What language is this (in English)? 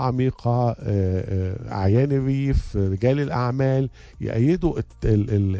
Tunisian Arabic